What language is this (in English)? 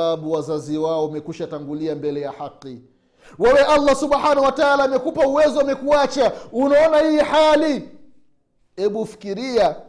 Swahili